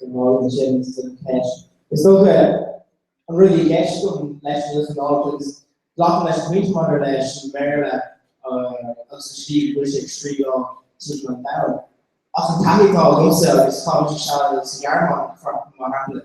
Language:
Irish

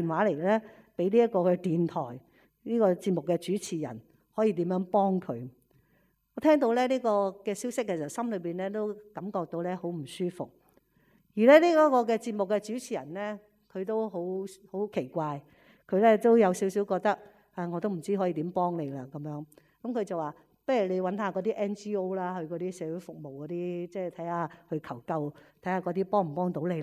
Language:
Cantonese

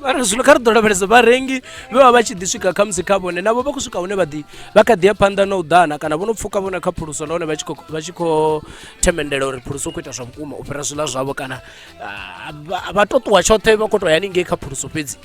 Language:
Venda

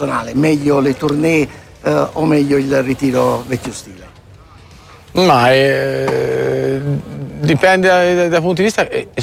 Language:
Italian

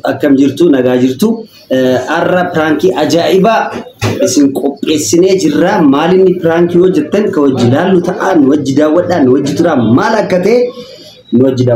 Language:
Oromo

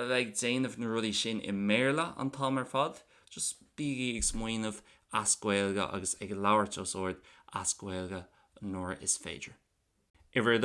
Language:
Irish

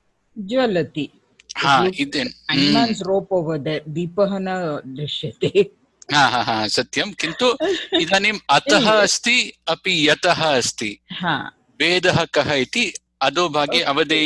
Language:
Sanskrit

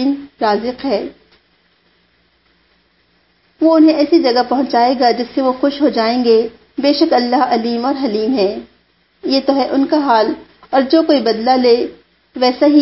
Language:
Urdu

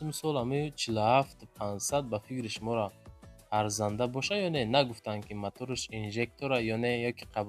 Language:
Tajik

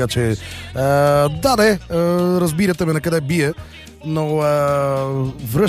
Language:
Bulgarian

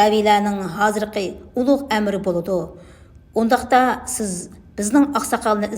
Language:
Uyghur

